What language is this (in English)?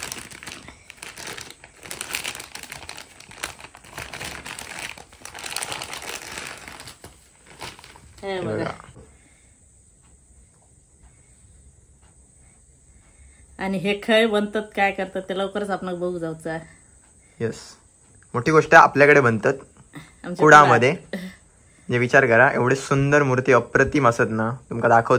Marathi